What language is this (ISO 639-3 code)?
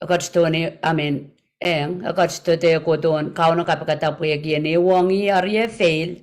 pon